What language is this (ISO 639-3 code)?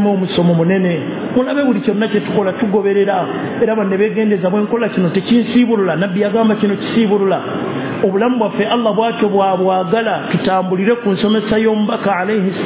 lug